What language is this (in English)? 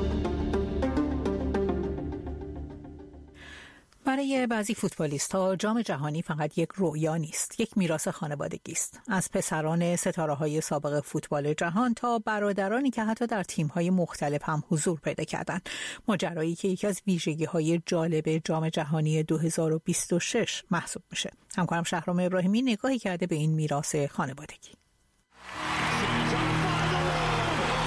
Persian